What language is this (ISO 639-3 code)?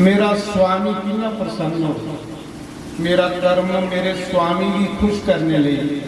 doi